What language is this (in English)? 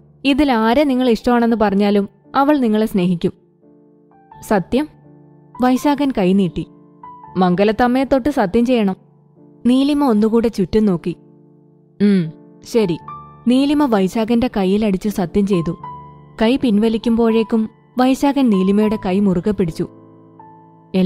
Malayalam